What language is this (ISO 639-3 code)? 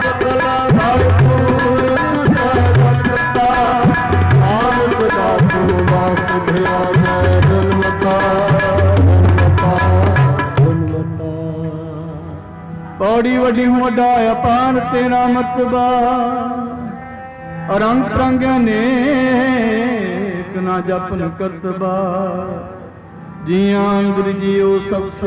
pan